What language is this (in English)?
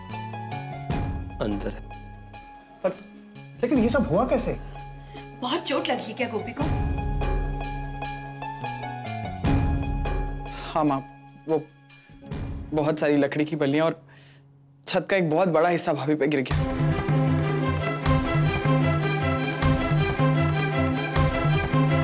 Hindi